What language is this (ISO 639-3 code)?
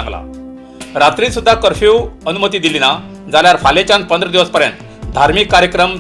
kok